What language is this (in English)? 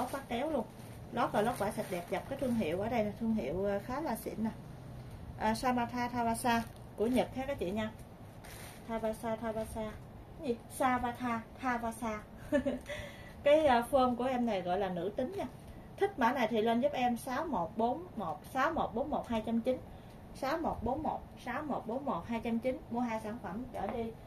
Vietnamese